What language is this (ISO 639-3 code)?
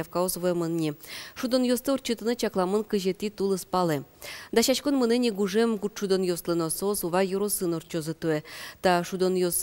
udm